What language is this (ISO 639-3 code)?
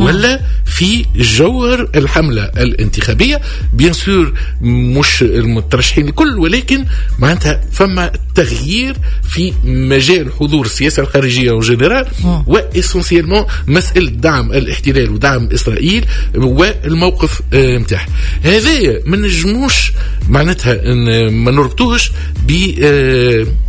aeb